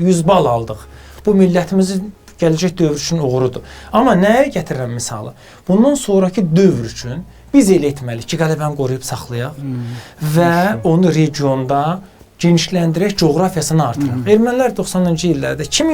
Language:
Azerbaijani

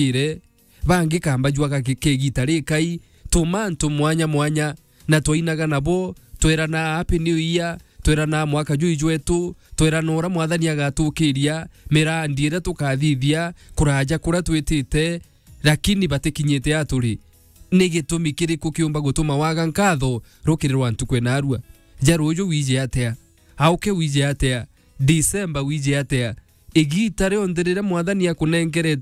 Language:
Meru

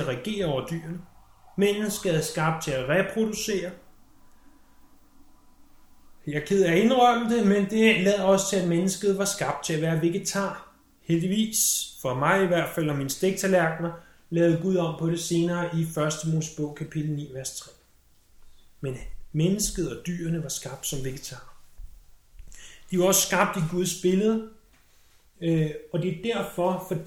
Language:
Danish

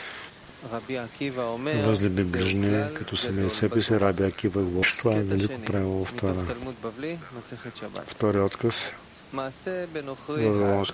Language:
Bulgarian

